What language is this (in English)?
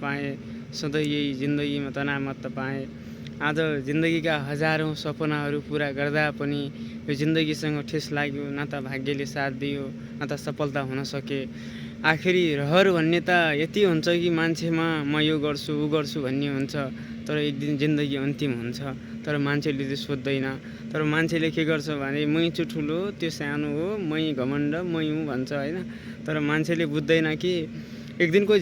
Nepali